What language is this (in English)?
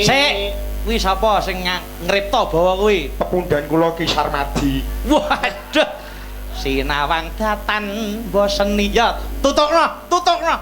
Javanese